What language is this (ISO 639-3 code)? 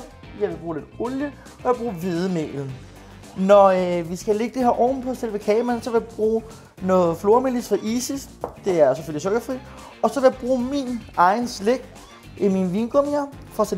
dan